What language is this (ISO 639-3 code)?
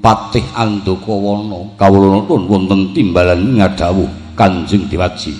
jav